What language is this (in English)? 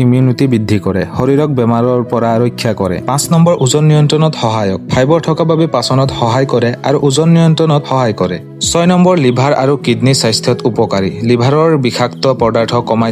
Assamese